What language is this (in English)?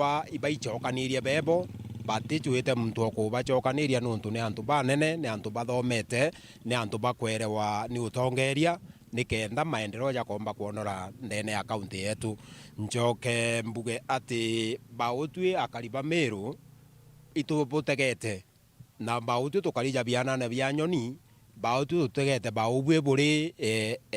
Meru